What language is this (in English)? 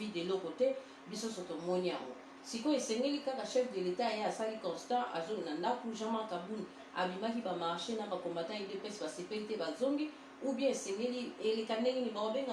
Lingala